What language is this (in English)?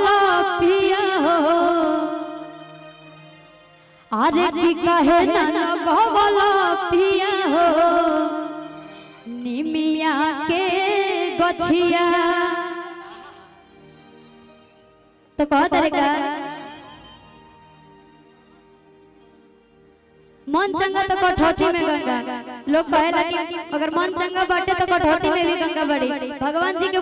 Bhojpuri